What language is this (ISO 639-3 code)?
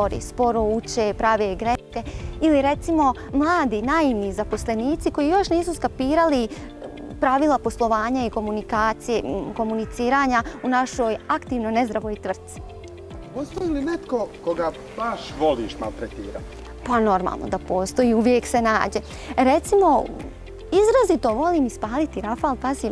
hrv